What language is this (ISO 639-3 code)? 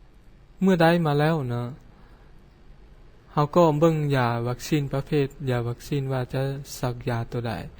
lao